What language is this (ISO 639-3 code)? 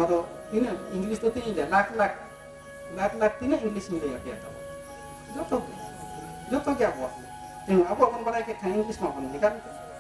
sat